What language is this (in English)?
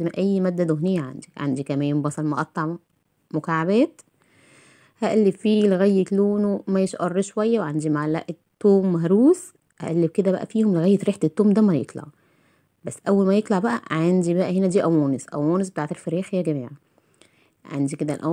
Egyptian Arabic